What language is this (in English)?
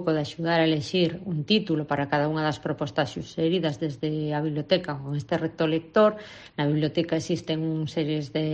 Galician